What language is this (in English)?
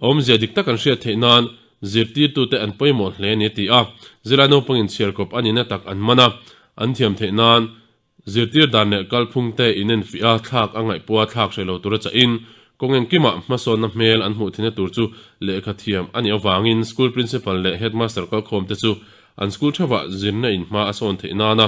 Mizo